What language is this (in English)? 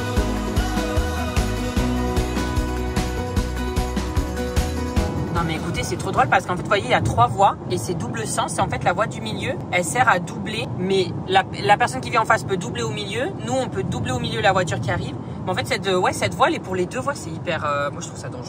French